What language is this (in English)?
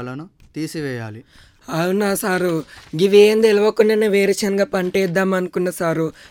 Telugu